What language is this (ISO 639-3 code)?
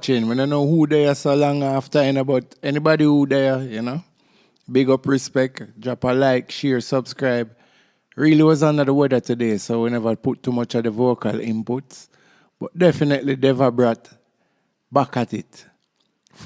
jam